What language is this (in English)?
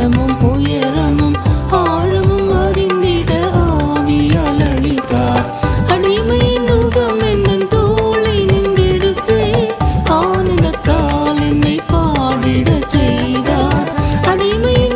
Tamil